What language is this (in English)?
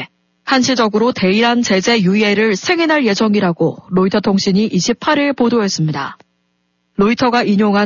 Korean